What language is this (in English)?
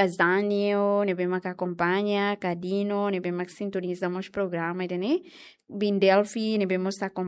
Tetum